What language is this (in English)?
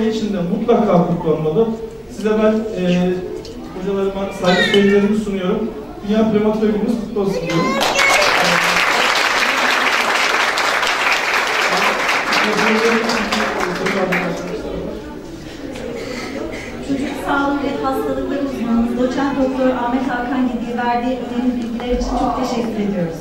Turkish